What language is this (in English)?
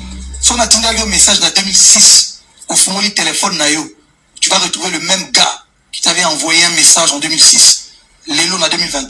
French